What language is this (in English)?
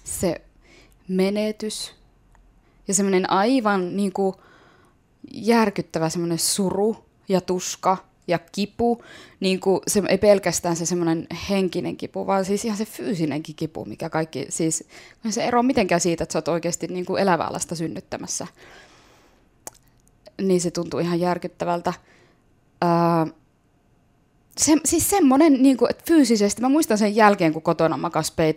Finnish